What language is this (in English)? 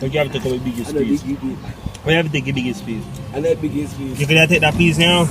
Jamaican Creole English